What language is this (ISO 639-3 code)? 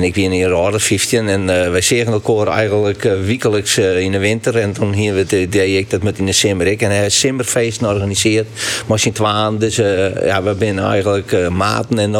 fry